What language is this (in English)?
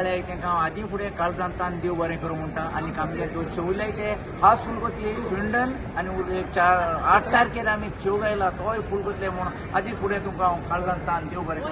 Konkani